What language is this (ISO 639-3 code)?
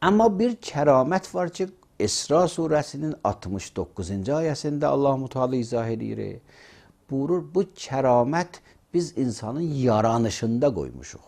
aze